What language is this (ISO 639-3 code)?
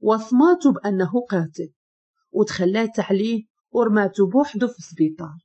ary